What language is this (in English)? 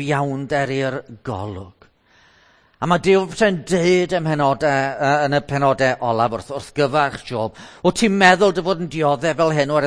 Welsh